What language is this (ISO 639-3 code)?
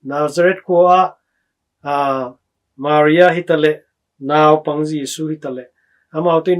ctd